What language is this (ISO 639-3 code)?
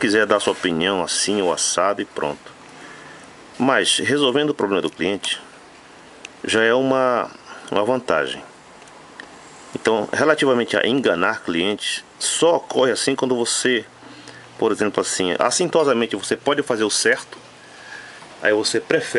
por